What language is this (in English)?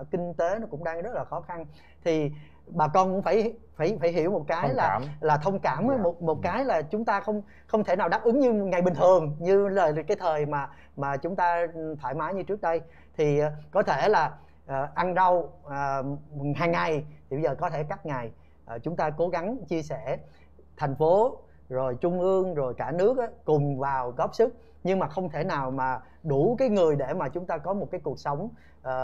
Vietnamese